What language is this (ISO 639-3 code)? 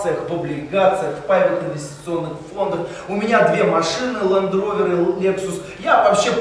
rus